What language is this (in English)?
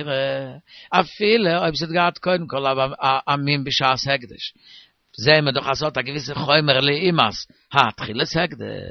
Yiddish